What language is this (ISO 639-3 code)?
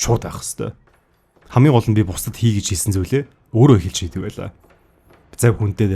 mon